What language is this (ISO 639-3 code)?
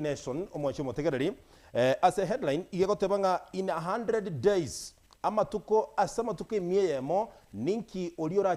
guz